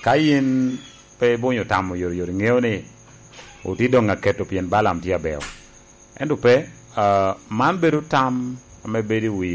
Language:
Lango (Uganda)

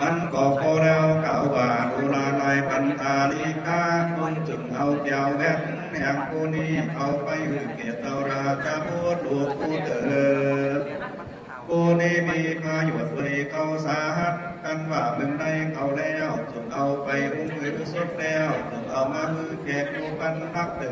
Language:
Lü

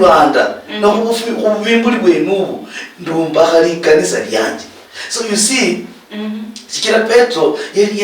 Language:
Luyia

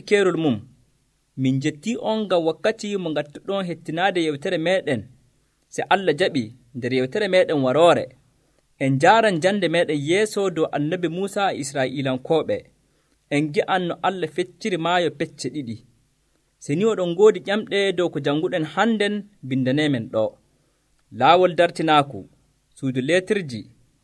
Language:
Nigerian Fulfulde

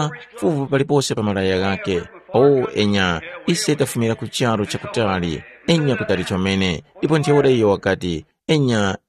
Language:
Tumbuka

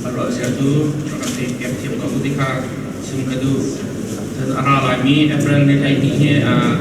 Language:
Hakha Chin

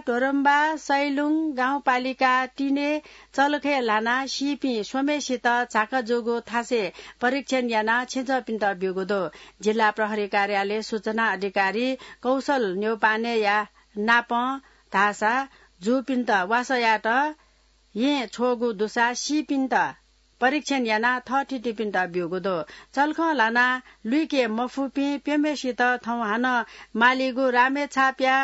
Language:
Newari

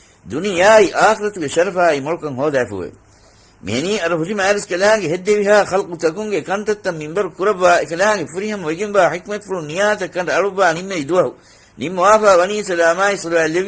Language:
Divehi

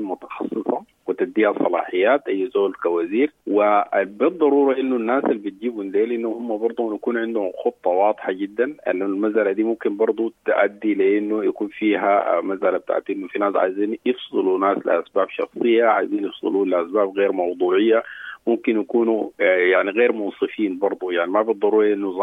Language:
Sudanese Arabic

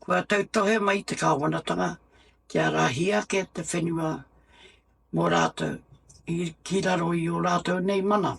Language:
Māori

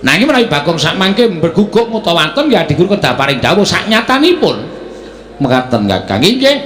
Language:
Javanese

